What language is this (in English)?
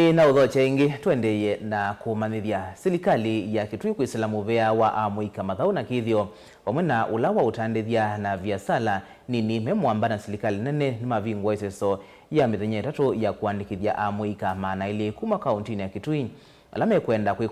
Kamba